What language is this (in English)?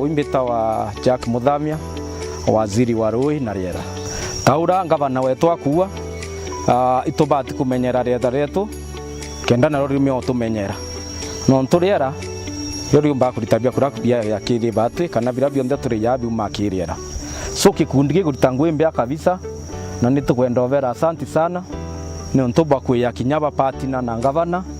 Meru